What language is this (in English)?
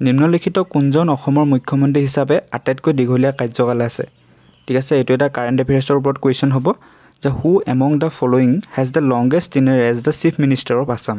Assamese